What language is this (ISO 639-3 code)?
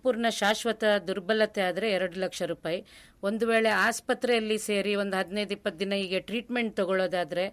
kan